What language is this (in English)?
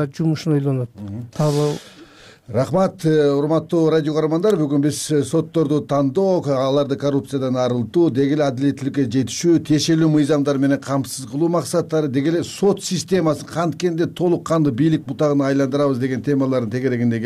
Kyrgyz